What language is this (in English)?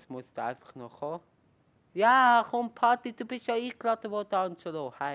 Swiss German